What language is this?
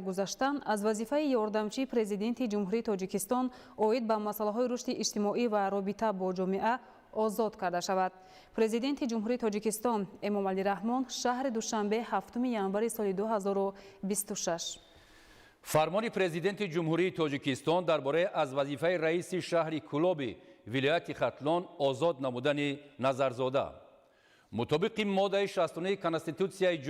Tajik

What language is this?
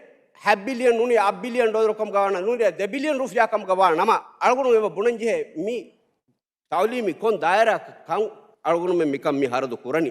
Divehi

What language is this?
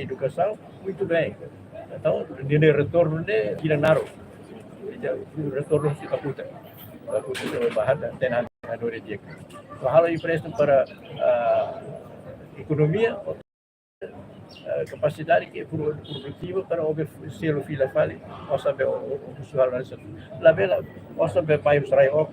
Tetum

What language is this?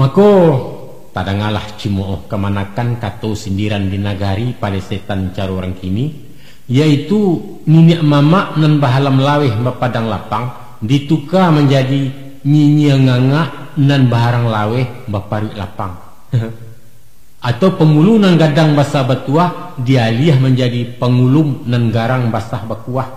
Minangkabau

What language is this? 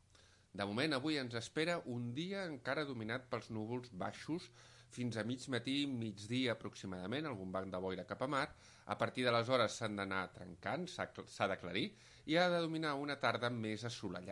Catalan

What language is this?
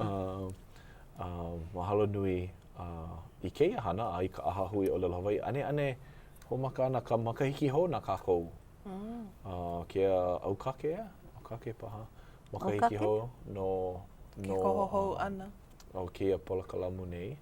Hawaiian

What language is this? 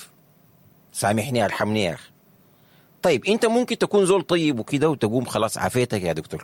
Sudanese Arabic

